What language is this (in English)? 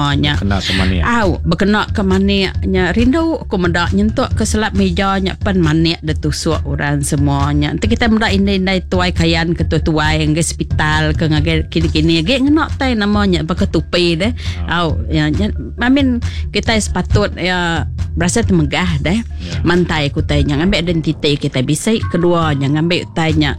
Iban